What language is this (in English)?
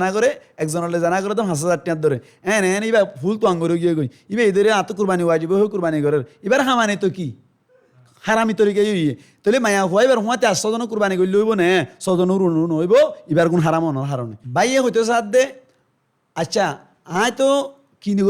Rohingya